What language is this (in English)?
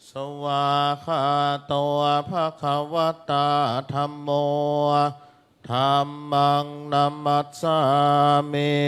Pali